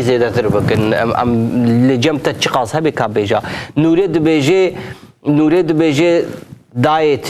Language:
Kurdish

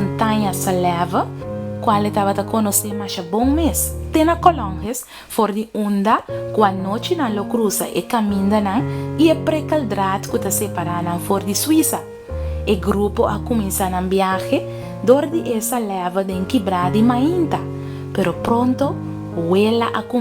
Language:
Papiamento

